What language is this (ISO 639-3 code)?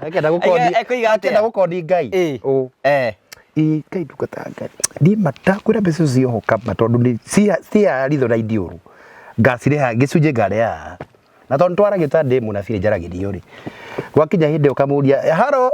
kik